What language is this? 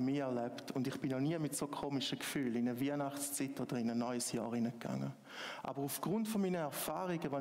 Swiss German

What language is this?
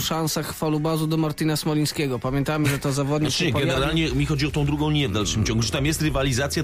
Polish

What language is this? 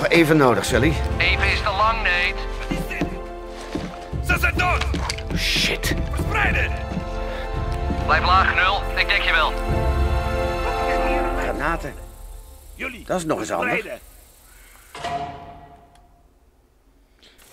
Dutch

